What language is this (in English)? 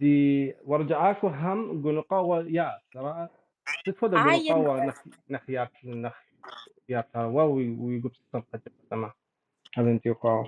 Kabardian